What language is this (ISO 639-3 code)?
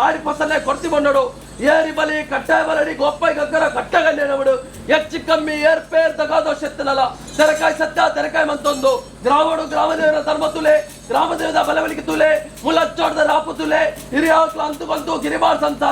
tcy